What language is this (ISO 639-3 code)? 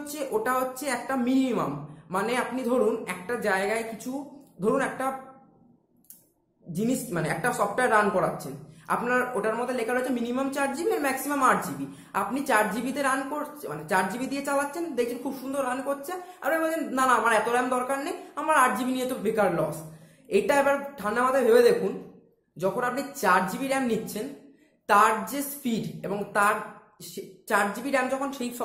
ben